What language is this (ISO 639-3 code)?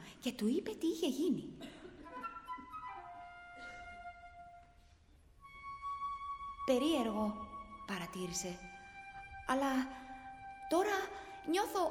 ell